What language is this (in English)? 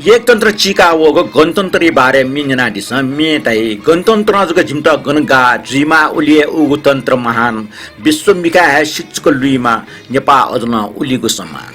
Newari